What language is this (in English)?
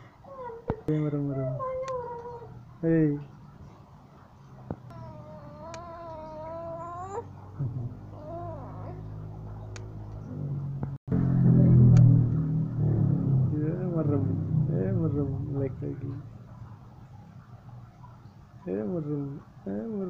Indonesian